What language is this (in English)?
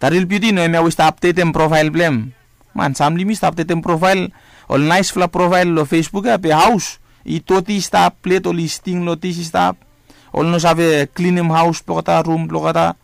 Bislama